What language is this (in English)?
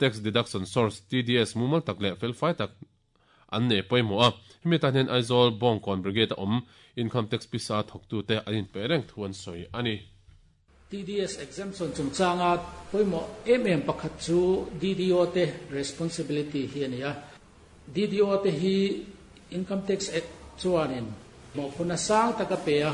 Mizo